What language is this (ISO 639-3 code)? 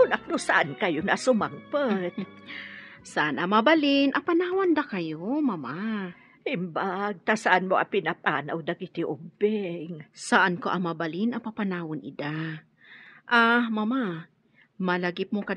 ilo